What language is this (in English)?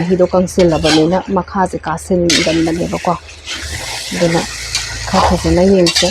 Manipuri